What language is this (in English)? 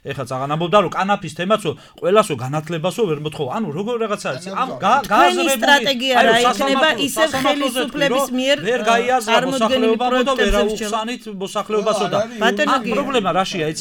Georgian